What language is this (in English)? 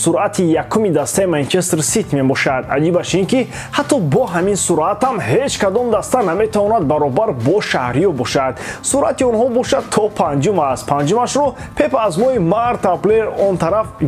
Tajik